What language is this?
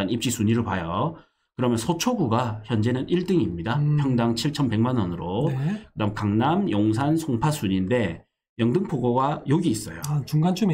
Korean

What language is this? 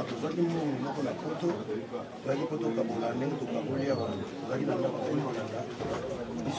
Lingala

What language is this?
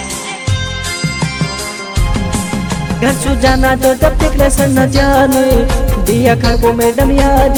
Haryanvi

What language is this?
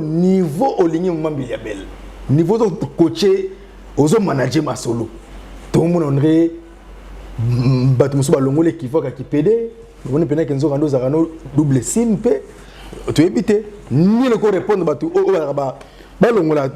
Lingala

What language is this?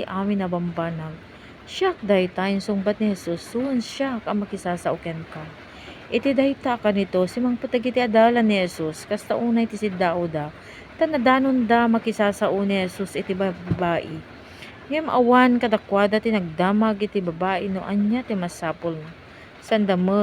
Iloko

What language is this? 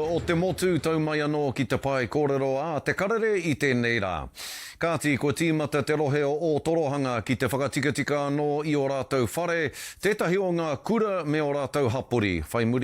Māori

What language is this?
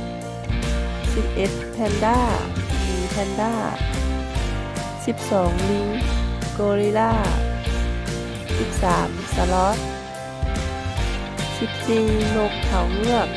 Lao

